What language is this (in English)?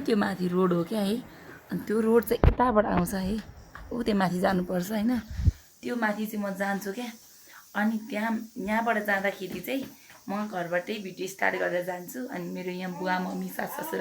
Nepali